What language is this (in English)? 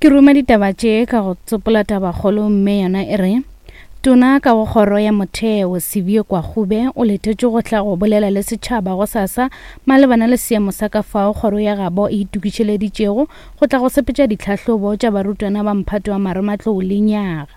Northern Sotho